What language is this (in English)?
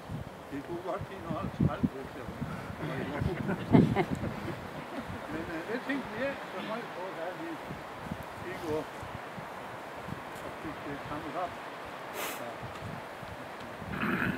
Danish